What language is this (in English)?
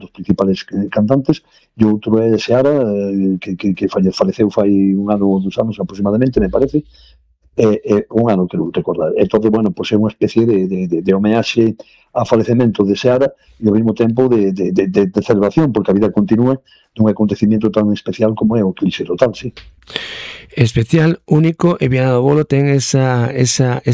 Galician